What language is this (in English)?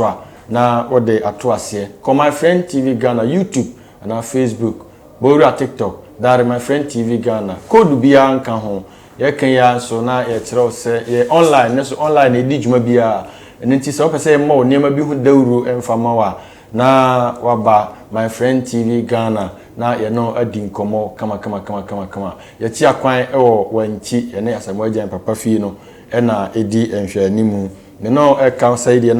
Akan